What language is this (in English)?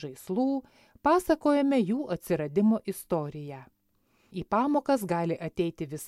Lithuanian